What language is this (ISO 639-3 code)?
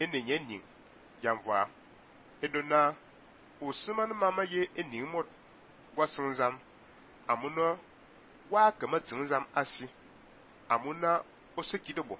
fan